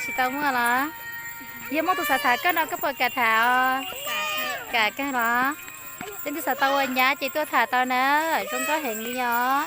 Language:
Hmong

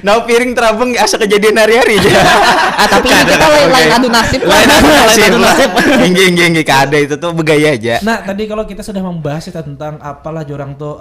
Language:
Banjar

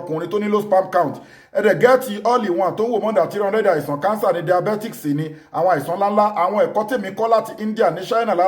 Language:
Yoruba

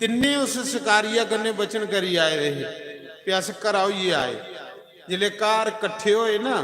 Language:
Dogri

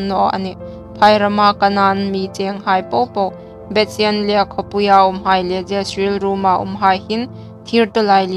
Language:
Hmar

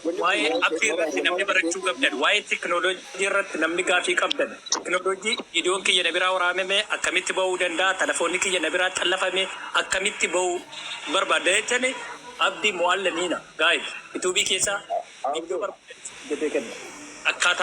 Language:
Oromo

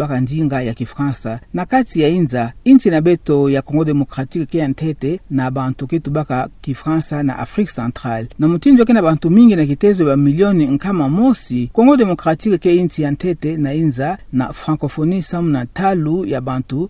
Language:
Kituba (Democratic Republic of Congo)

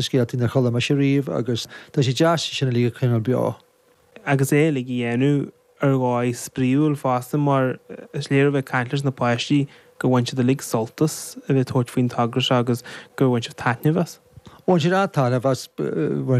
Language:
Irish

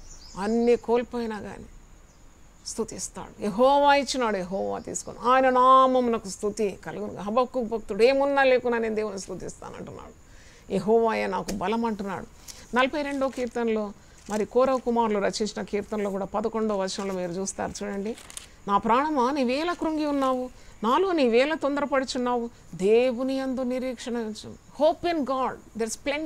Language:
Telugu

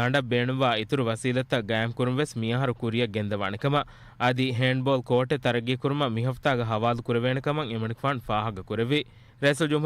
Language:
Divehi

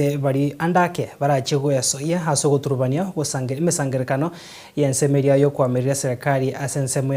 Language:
Gusii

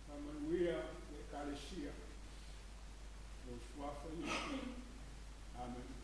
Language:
Samoan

